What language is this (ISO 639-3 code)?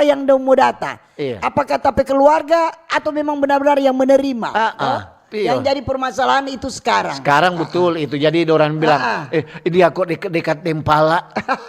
xmm